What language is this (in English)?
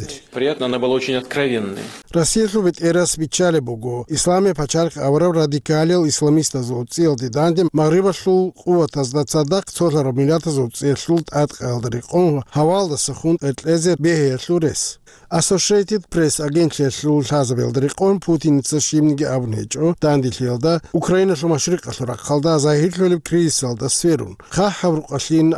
Avaric